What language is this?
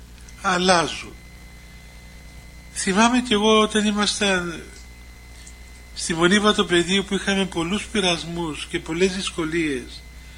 Greek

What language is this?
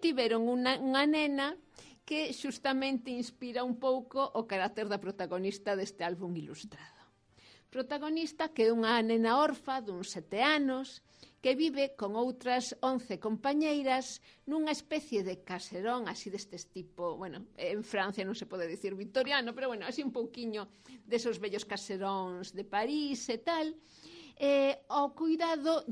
Galician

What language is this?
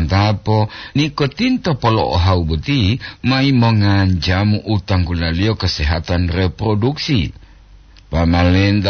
Gorontalo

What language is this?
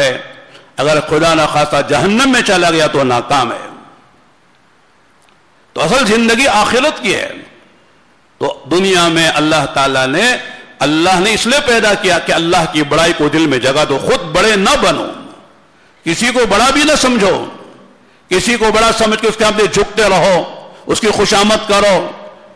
Urdu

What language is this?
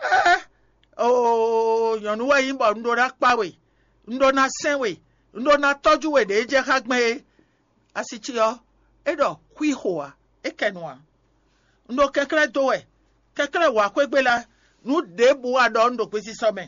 Fon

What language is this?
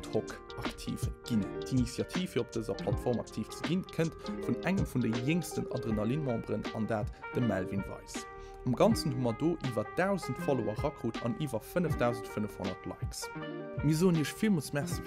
Luxembourgish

